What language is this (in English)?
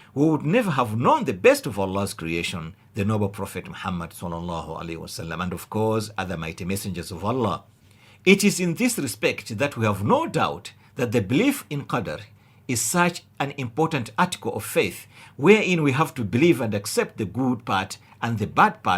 English